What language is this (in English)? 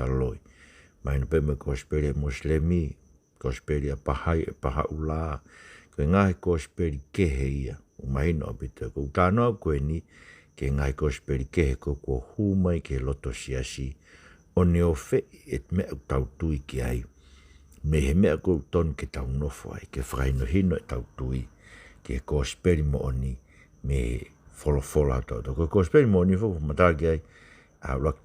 Tongan